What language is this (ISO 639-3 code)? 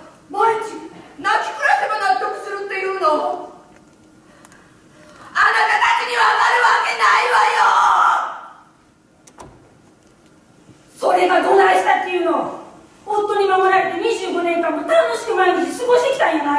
jpn